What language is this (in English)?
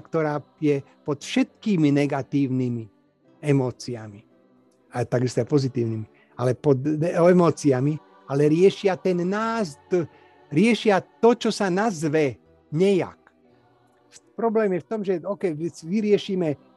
Slovak